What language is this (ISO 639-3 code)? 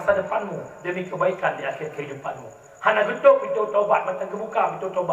ace